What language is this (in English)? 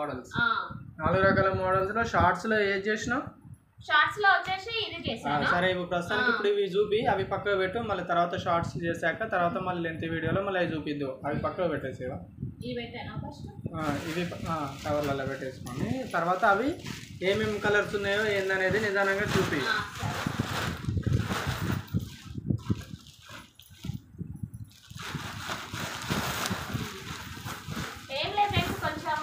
Telugu